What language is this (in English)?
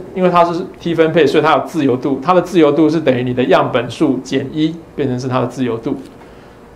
Chinese